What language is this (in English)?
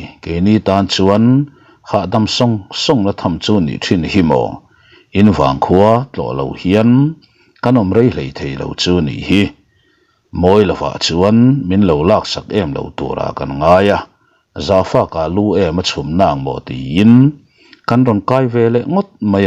Mizo